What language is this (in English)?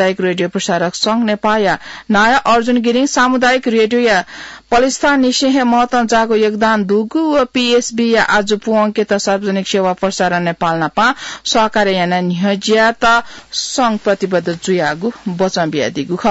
Newari